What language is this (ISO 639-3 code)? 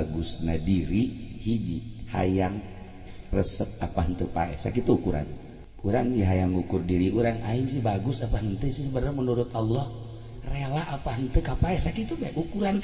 sun